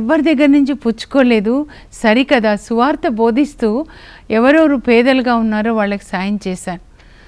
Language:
Telugu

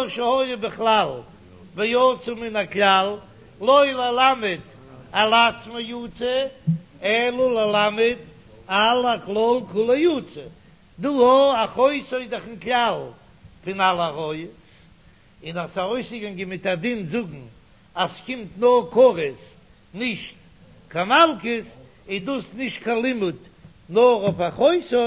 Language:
Yiddish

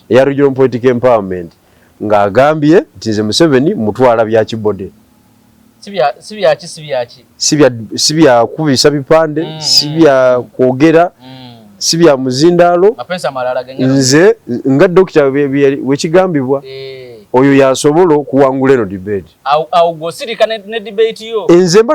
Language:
Ganda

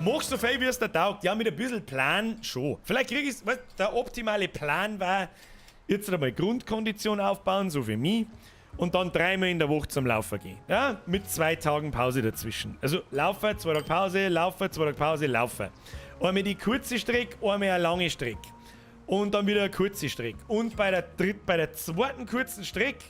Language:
Bavarian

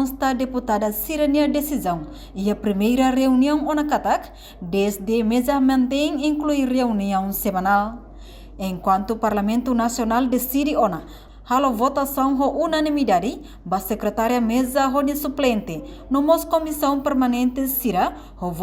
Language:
Tetum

